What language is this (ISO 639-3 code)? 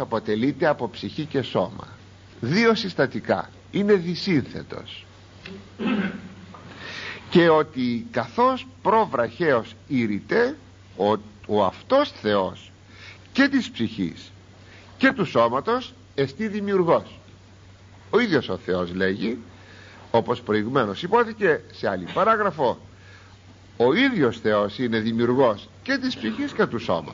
ell